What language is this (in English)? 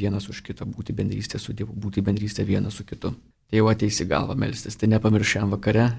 Lithuanian